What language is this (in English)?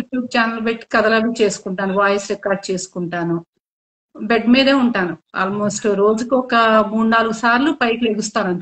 Telugu